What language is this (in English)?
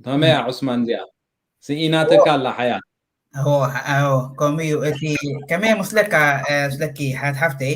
Tigrinya